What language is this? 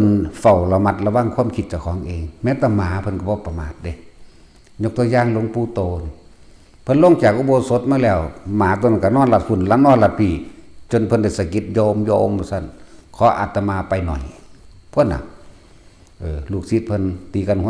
Northeastern Thai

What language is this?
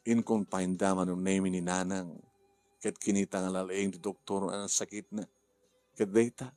Iloko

